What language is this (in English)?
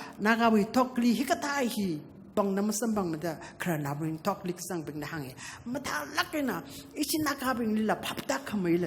Tangkhul Naga (India)